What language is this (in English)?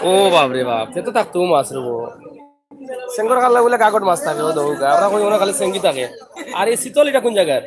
Sylheti